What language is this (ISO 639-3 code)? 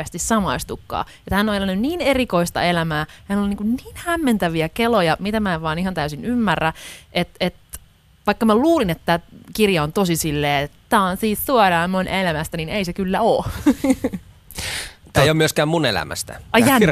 fin